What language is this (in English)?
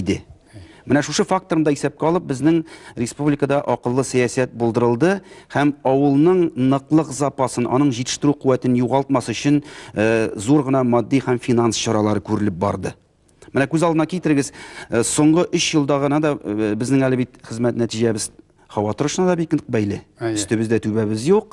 Tatar